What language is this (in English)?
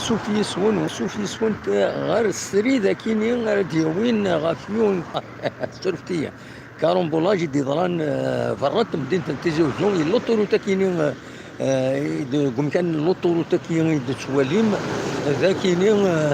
Kabyle